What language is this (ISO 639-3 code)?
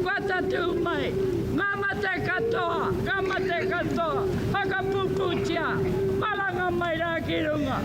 mri